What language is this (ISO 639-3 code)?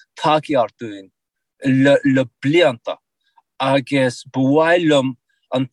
gle